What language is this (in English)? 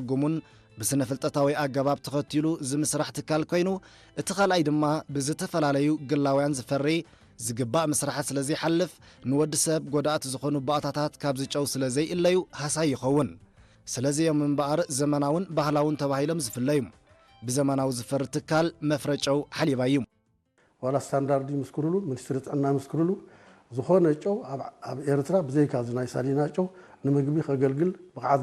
Tigrinya